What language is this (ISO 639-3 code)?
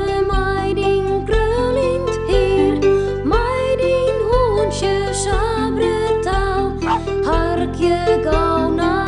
fry